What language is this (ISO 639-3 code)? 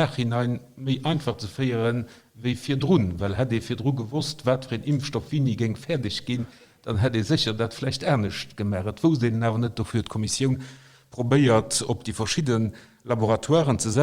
ltz